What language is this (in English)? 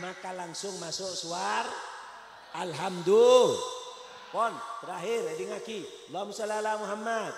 Madurese